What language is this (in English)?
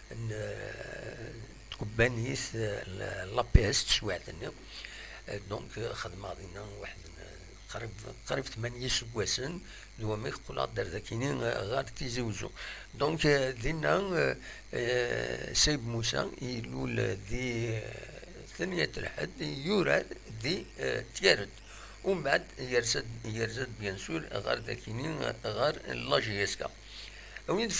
Kabyle